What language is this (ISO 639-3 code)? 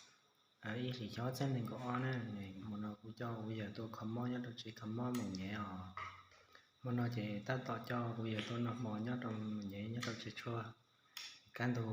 hmn